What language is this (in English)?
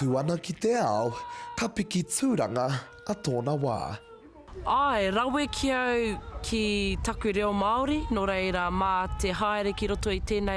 Māori